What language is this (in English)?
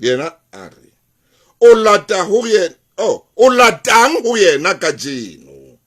Southern Sotho